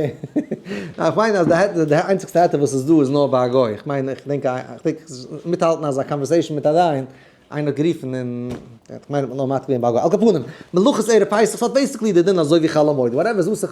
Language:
Yiddish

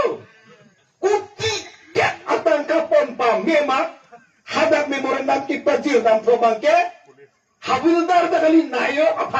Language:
Karbi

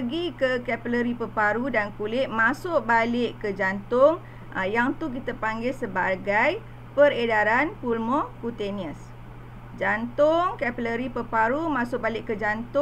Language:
Malay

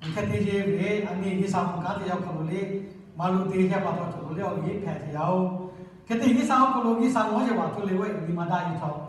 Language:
Lahu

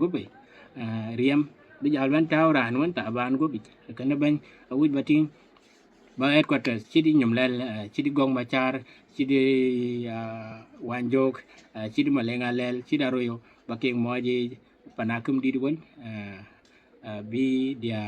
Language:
Dinka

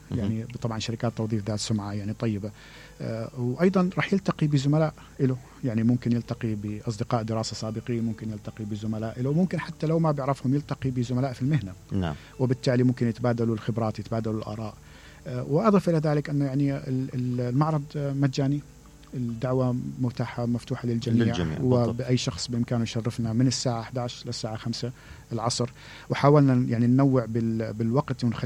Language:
Mesopotamian Arabic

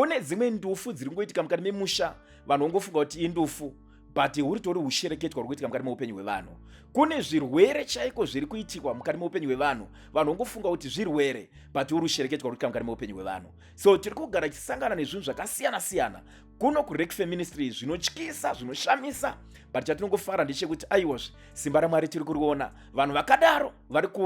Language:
Shona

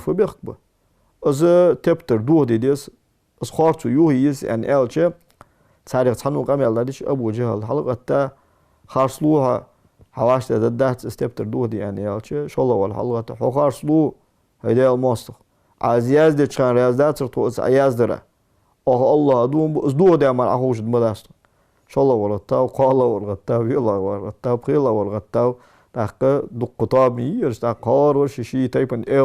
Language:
Ingush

